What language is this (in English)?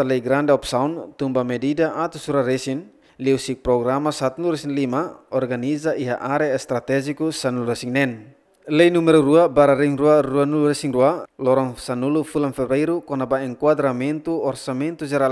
Tetum